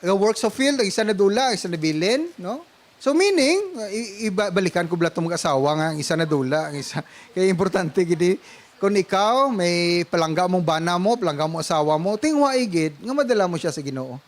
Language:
Hiligaynon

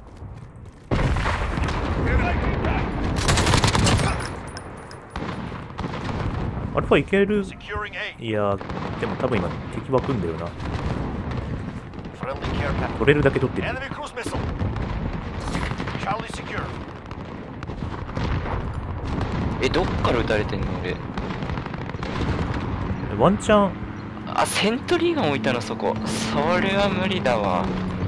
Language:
Japanese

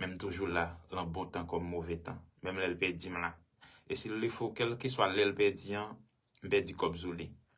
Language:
Haitian Creole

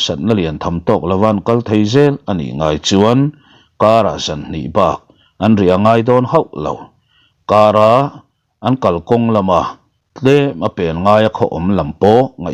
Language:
Mizo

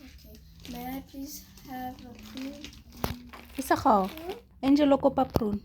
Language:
Tswana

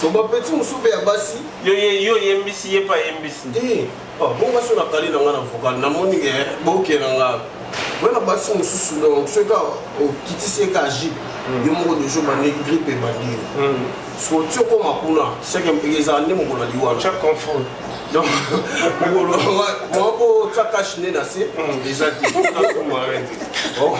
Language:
Lingala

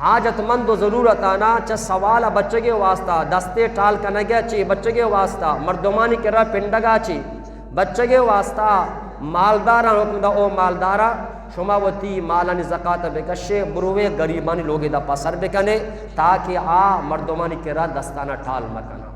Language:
Eastern Balochi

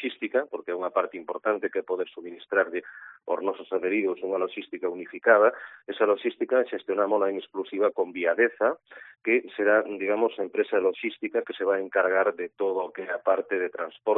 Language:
Galician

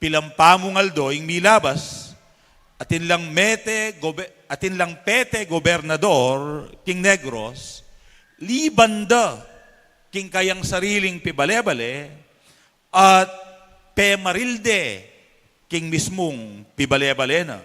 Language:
Pampanga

